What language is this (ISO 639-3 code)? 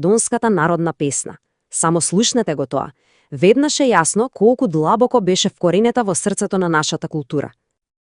mkd